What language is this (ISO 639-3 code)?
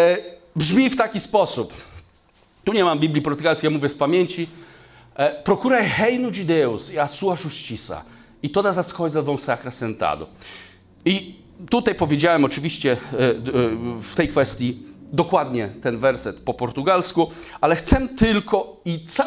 pol